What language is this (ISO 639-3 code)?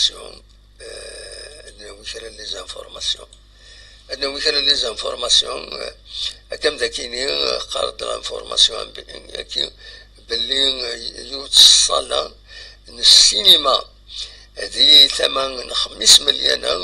kab